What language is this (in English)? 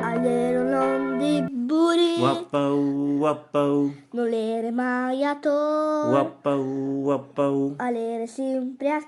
Friulian